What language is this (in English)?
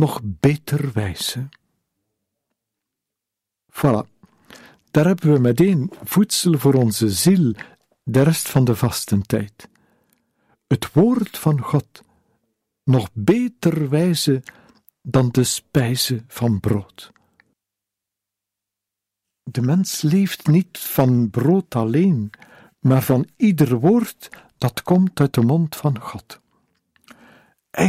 Dutch